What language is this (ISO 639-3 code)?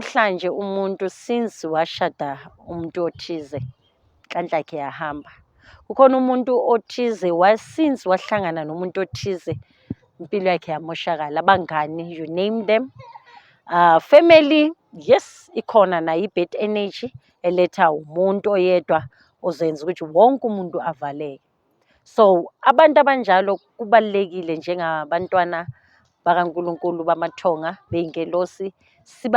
zul